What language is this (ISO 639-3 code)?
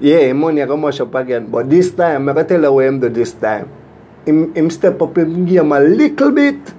jam